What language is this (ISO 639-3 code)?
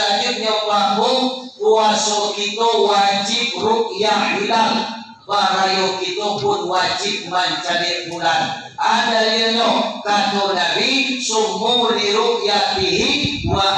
min